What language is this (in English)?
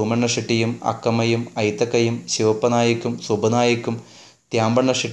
Malayalam